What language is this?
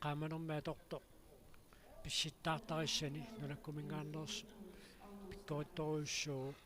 Kalaallisut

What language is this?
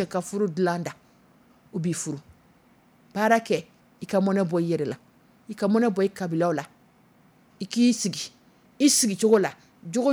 Dyula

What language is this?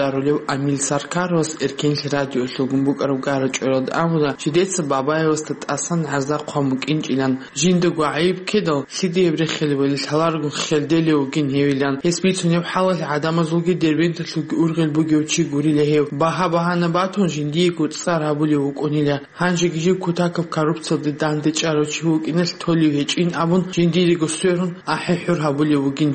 Avaric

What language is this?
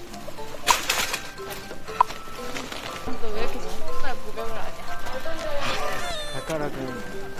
Korean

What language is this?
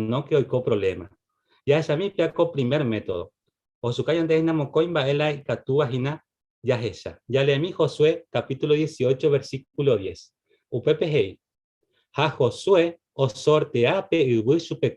Guarani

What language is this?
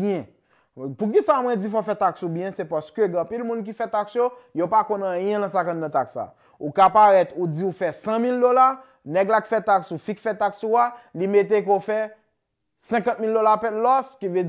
Haitian Creole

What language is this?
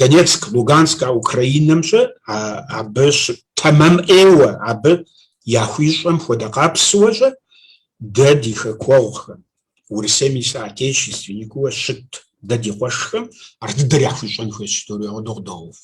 Kabardian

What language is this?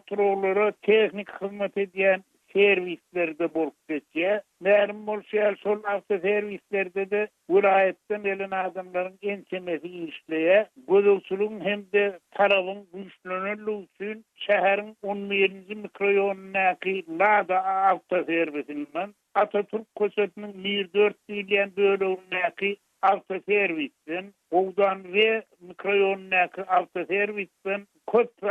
Turkmen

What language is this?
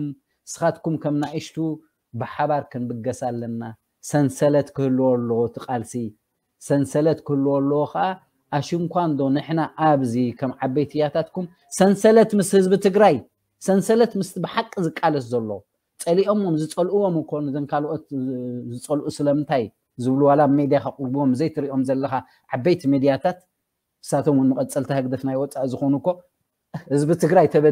Tigrinya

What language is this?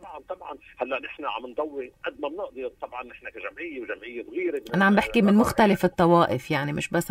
North Levantine Arabic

